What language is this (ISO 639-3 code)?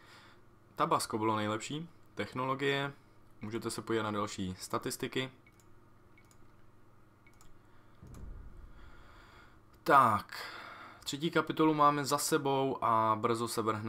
ces